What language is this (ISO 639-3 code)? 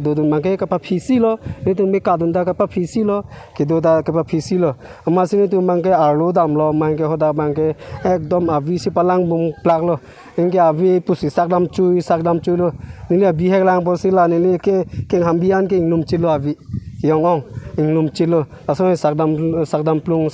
mjw